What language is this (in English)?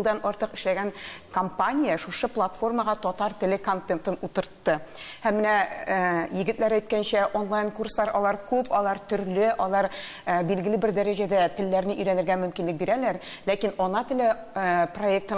Tatar